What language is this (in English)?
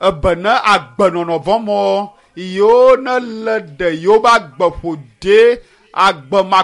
Ewe